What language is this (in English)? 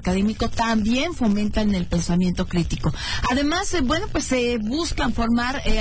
Spanish